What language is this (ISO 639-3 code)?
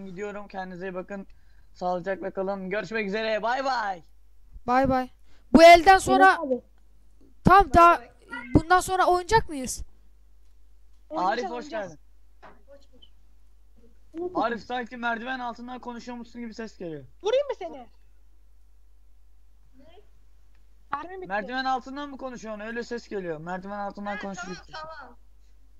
tur